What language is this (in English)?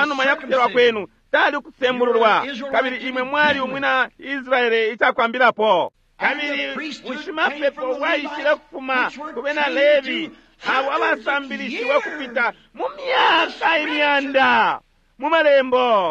Bemba